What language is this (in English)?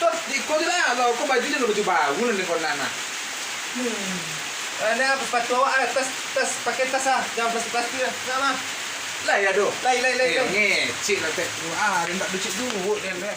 Minangkabau